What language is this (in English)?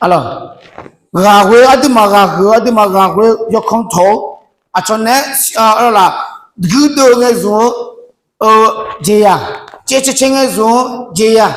Akha